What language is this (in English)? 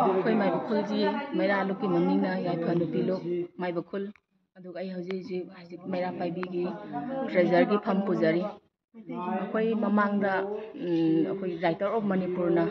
Manipuri